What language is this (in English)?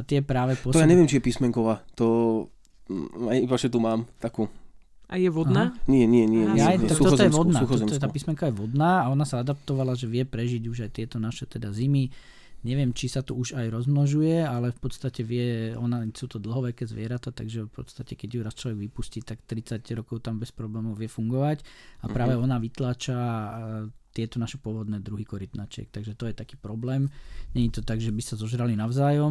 Slovak